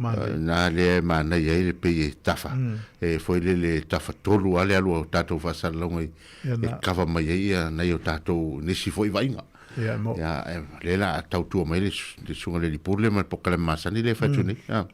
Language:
Samoan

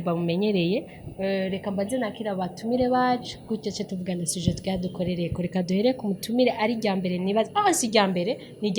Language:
Rundi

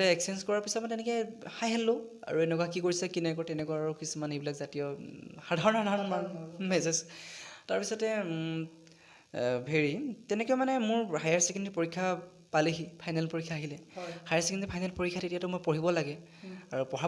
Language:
Assamese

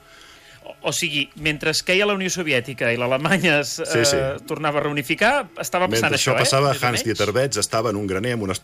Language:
Catalan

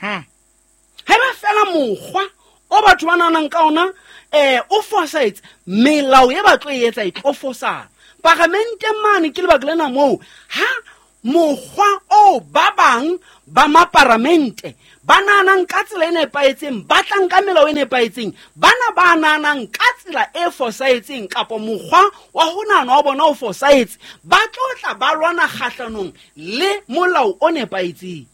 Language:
Southern Sotho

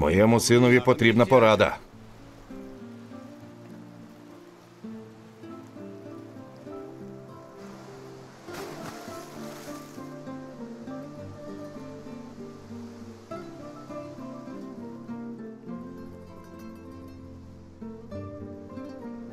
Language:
Ukrainian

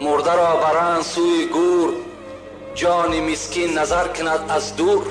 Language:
Tajik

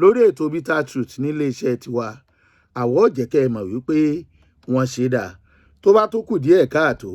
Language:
Yoruba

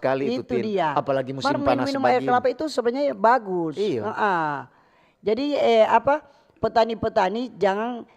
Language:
Manado Malay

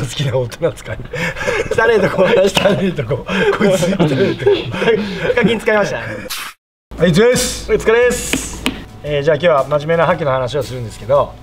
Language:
Japanese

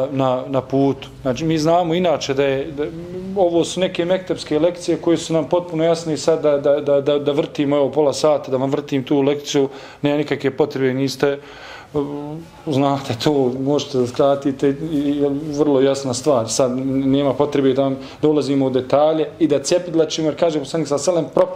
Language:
Bosnian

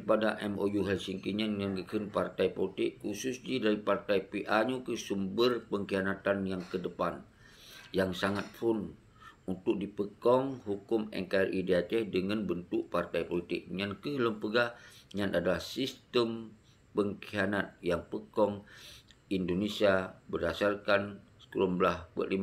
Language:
Achinese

